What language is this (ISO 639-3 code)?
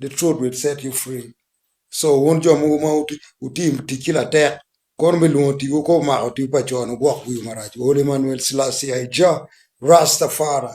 ach